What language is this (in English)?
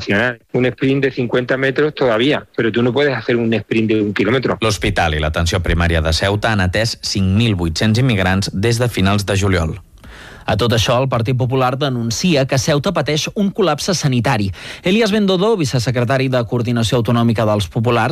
Catalan